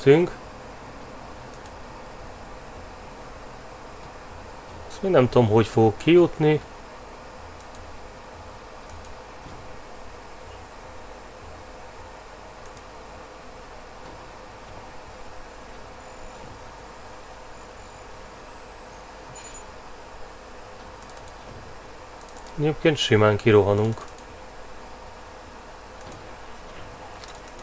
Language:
Hungarian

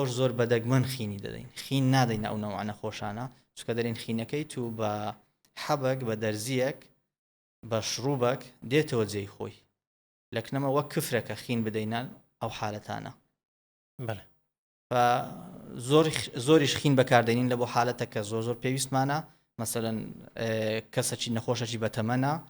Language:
Central Kurdish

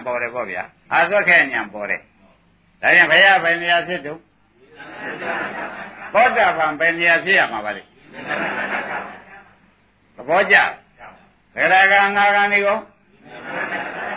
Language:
Burmese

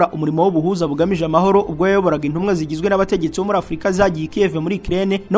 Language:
Kinyarwanda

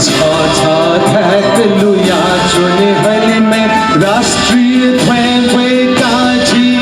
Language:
Newari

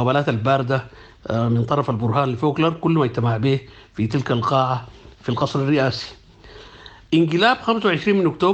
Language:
Sudanese Arabic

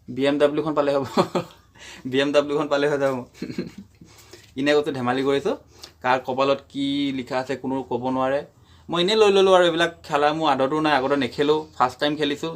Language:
Assamese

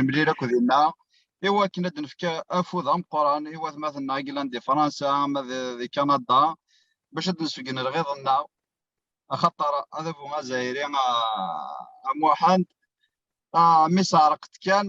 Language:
Kabyle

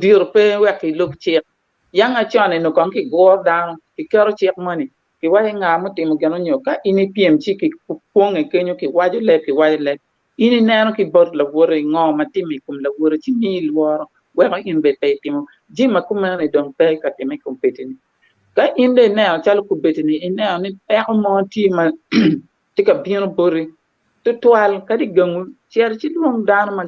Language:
Acoli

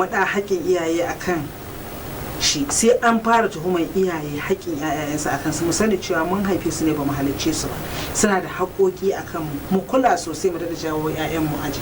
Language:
Hausa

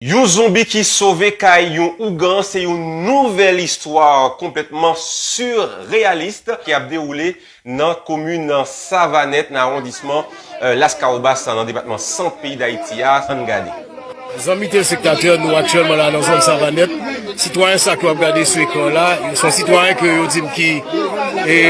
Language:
Haitian Creole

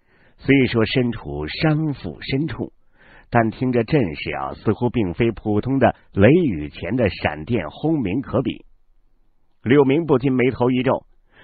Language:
Chinese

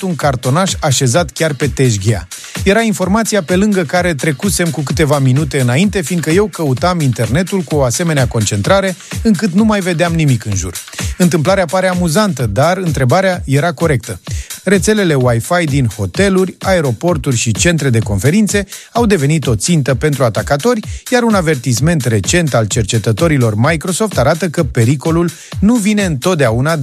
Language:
Romanian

